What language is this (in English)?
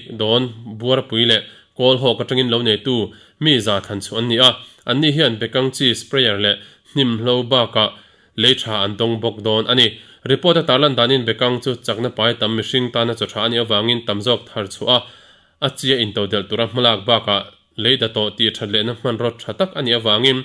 Mizo